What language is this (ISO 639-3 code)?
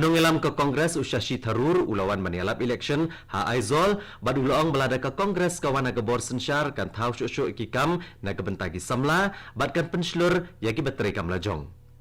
kha